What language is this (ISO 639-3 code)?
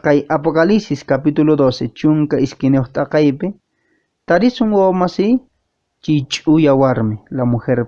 que